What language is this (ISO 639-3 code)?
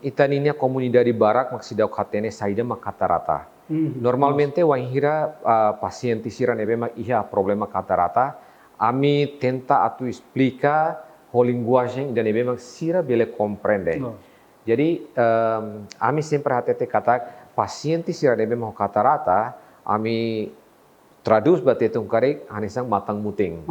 tet